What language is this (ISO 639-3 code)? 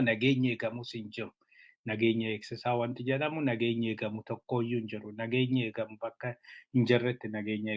orm